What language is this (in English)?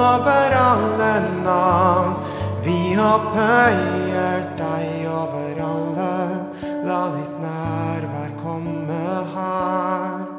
Norwegian